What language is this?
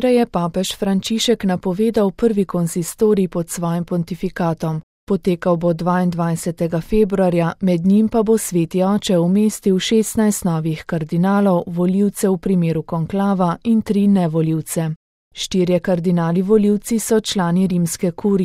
Slovenian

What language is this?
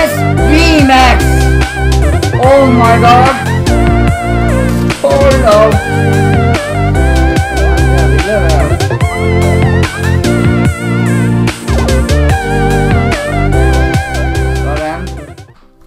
Danish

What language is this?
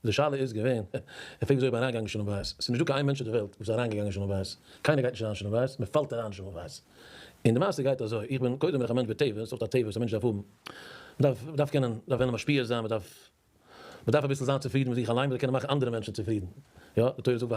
Yiddish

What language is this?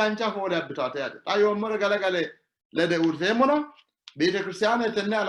Sidamo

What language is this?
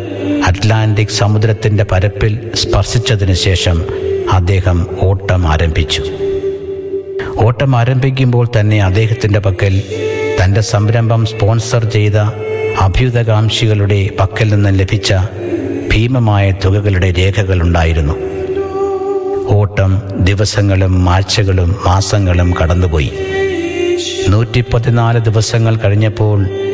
Malayalam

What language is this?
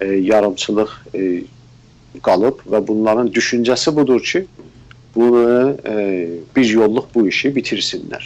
South Azerbaijani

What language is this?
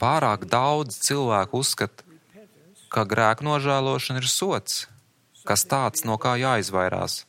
Latvian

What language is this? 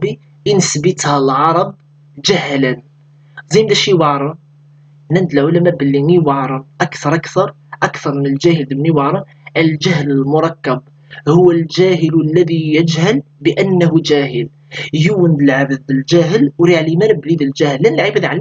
Kabyle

